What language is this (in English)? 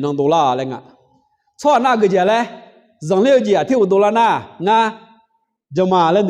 Akha